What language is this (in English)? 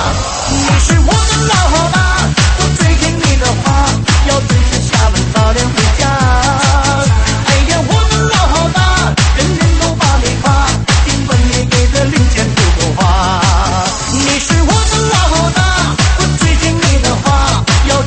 Chinese